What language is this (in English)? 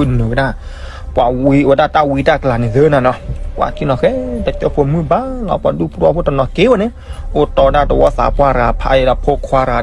S'gaw Karen